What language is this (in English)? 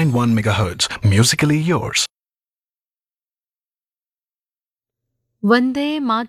Kannada